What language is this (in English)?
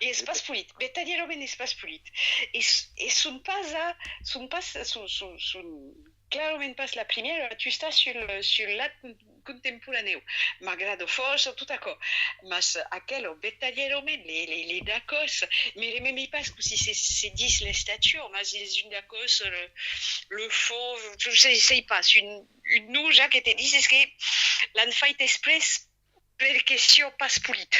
Occitan